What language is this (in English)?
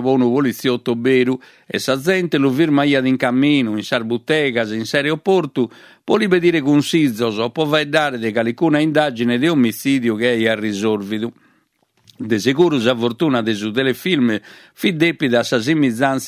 Sardinian